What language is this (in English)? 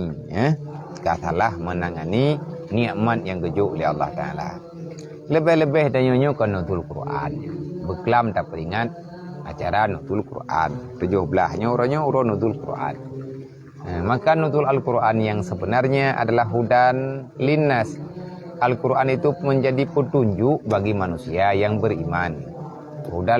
Achinese